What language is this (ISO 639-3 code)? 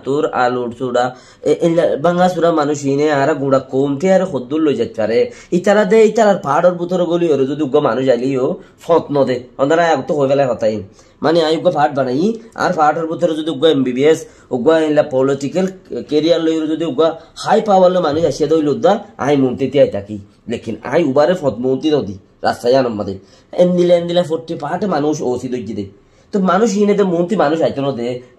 rhg